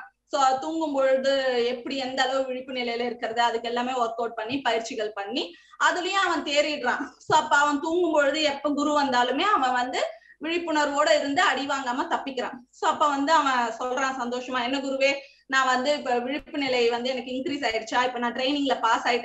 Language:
Tamil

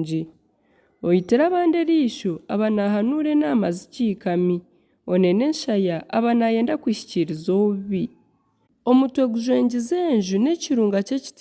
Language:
Nyankole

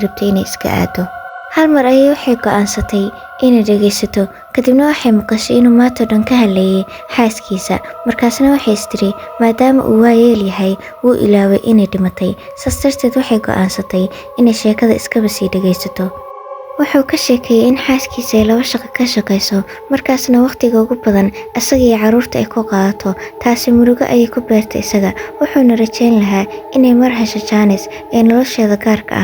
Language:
Somali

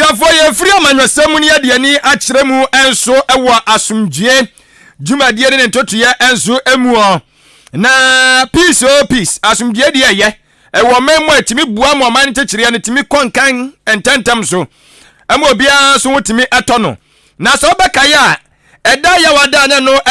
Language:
Akan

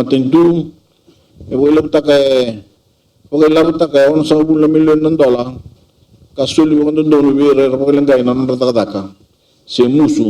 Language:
Fijian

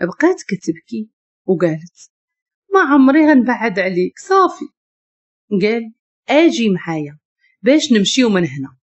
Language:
Moroccan Arabic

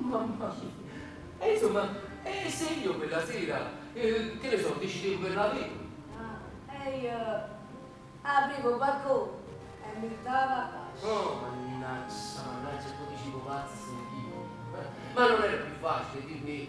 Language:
Neapolitan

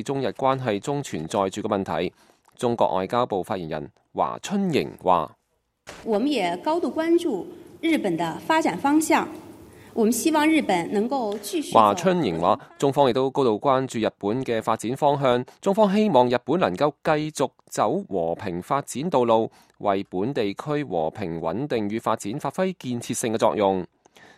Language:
Cantonese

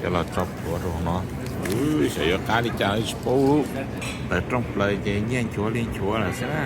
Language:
Hmong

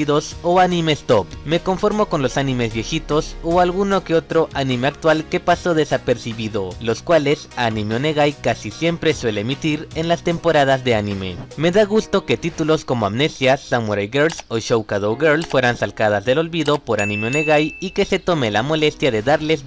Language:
Spanish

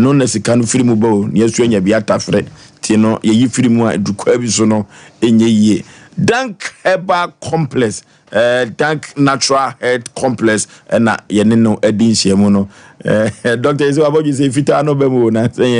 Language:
Akan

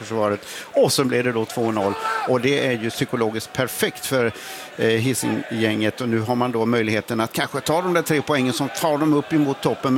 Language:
Swedish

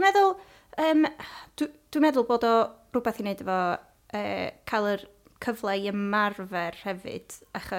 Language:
Welsh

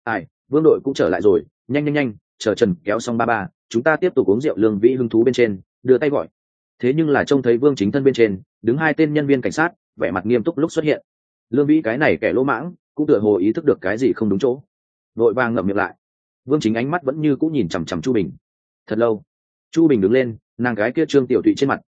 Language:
Vietnamese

